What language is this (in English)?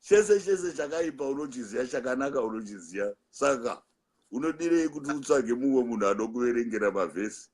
Shona